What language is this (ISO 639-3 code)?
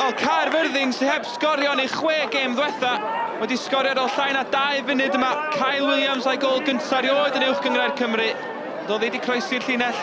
cym